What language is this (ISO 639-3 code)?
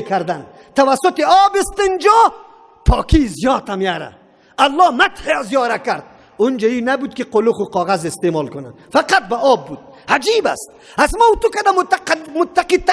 fas